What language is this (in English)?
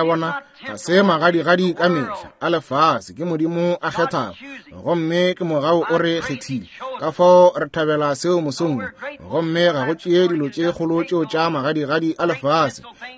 Northern Sotho